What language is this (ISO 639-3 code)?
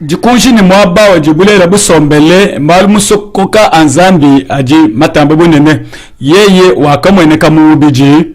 lua